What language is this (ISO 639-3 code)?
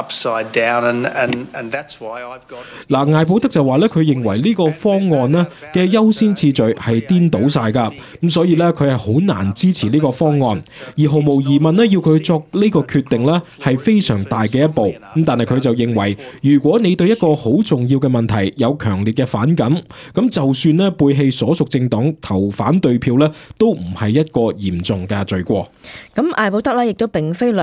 yue